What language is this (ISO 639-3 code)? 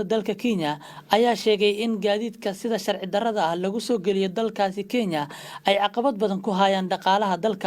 som